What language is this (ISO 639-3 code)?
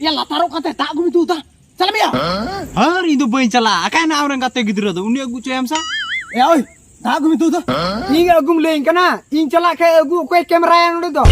sat